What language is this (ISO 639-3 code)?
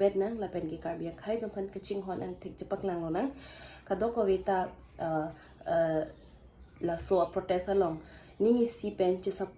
mjw